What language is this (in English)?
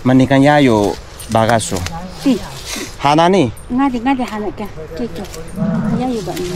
Taroko